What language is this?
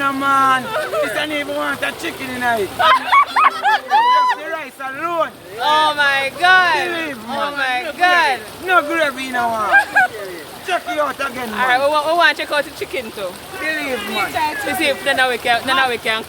Jamaican Creole English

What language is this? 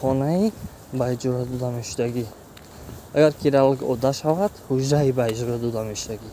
Tajik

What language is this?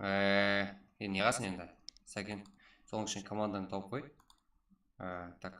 Kara-Kalpak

